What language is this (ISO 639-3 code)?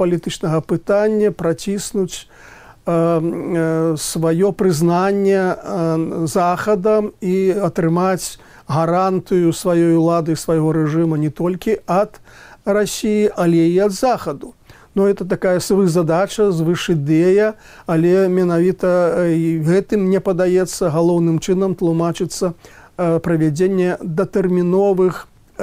bel